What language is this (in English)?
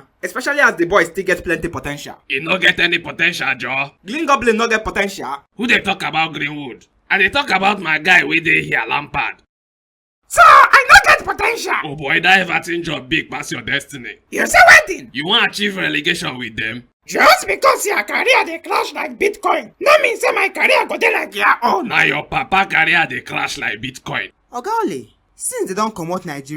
Nigerian Pidgin